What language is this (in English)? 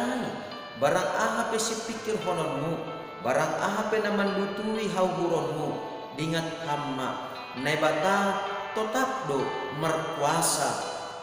Batak Simalungun